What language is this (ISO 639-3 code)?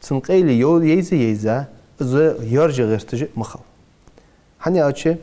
inh